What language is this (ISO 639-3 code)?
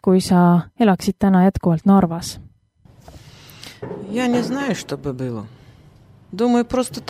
est